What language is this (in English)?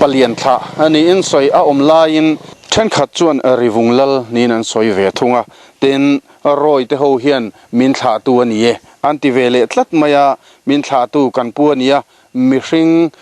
Mizo